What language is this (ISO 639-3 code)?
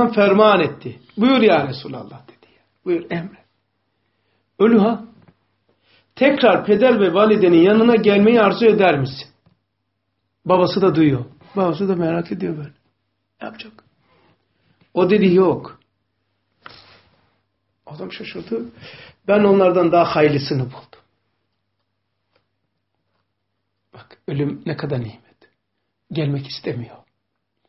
tur